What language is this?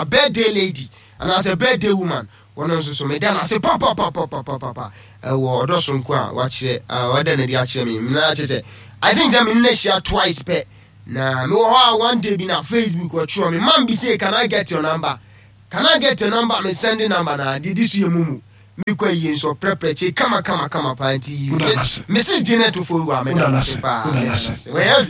Akan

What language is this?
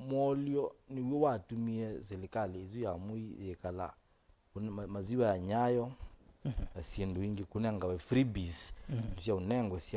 Kamba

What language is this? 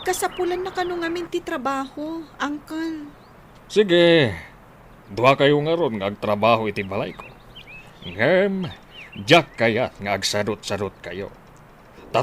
Iloko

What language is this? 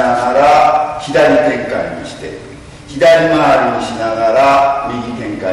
Japanese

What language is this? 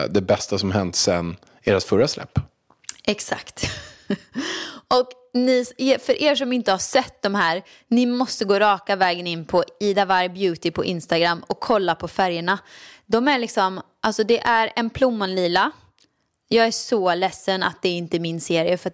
Swedish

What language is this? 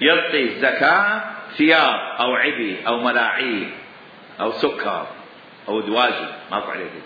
Mesopotamian Arabic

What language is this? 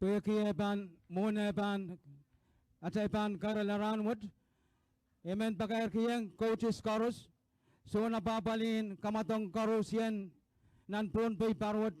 Pohnpeian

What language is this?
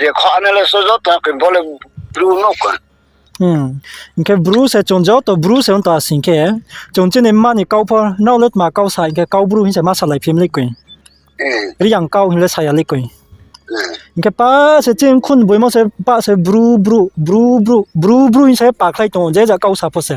Riang (India)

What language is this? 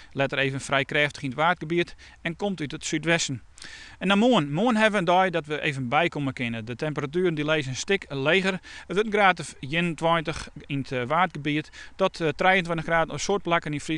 Western Frisian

